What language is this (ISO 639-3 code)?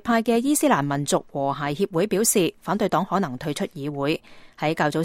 yue